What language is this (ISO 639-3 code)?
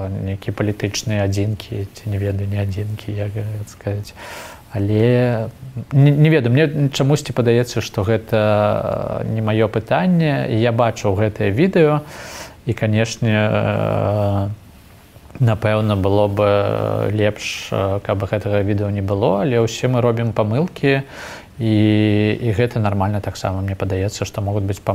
bel